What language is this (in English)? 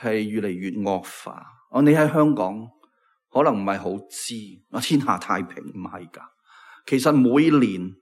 Cantonese